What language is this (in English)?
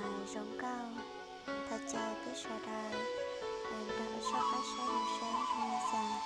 Hmong